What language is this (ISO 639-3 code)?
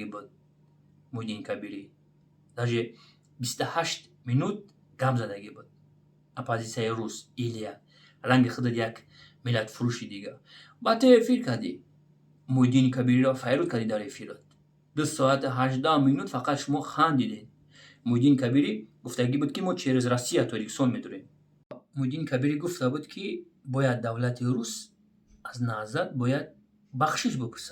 tgk